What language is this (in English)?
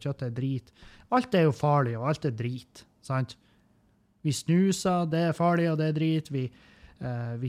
Norwegian